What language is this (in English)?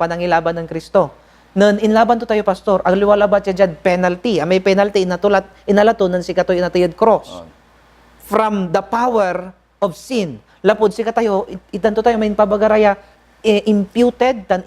Pangasinan